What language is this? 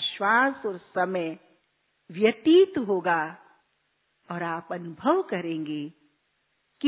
Hindi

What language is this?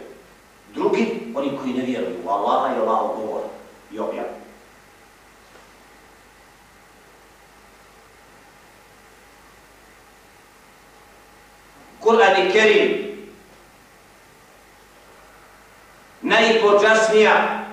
Bosnian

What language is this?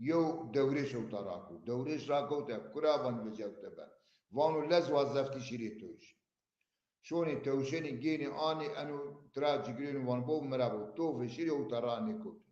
Zaza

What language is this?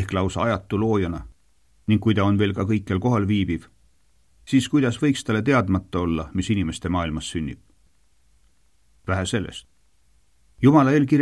Estonian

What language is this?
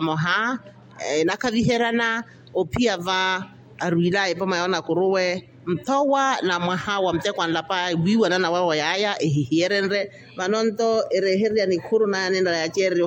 Makhuwa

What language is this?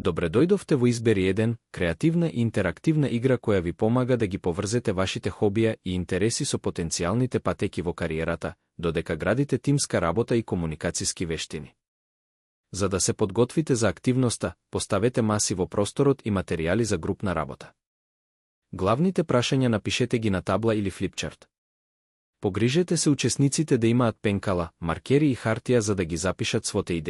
Macedonian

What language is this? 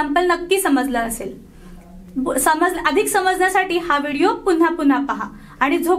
Marathi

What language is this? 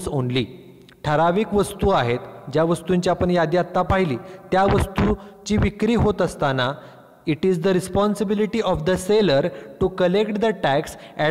Marathi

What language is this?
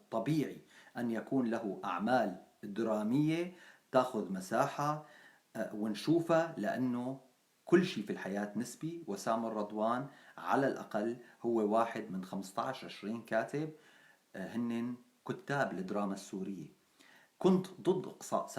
North Levantine Arabic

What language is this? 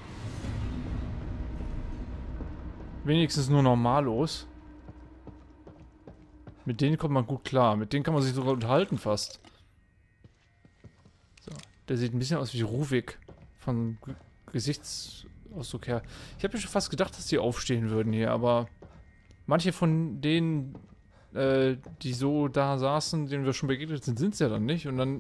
German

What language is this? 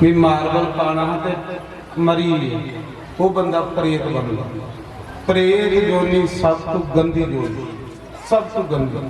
Dogri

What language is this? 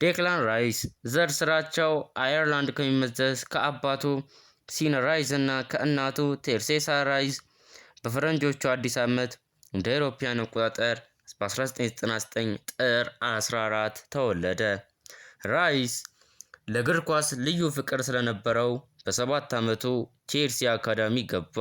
Amharic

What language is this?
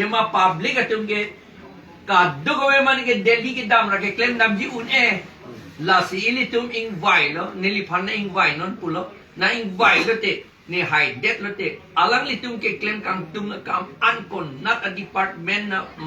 Karbi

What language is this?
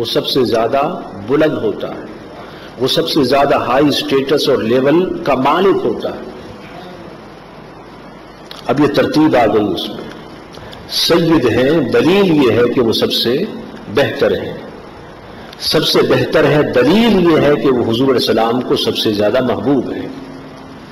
Urdu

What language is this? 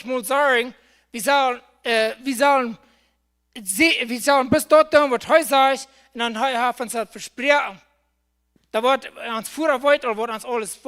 Plautdietsch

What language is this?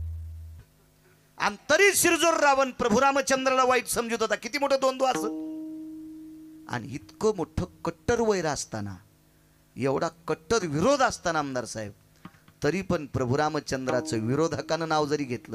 Marathi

